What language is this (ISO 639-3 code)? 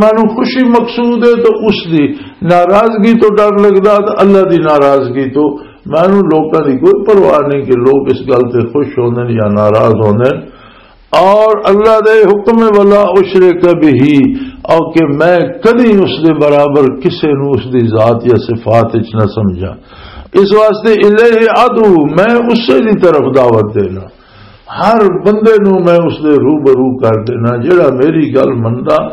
lah